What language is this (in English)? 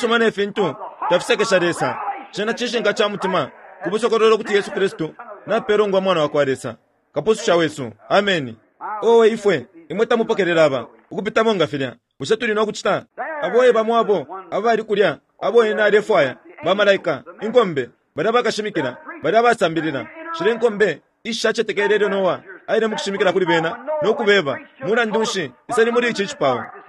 Bemba